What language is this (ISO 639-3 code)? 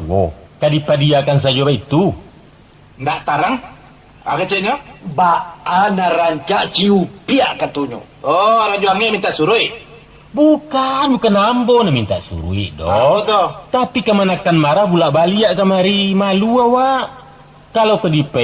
min